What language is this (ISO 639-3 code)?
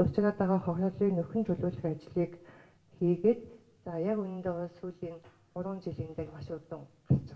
mon